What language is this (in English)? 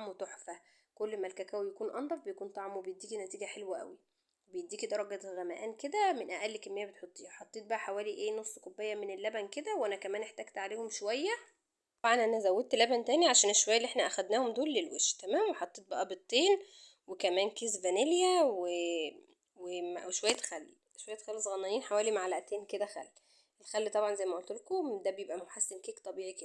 Egyptian Arabic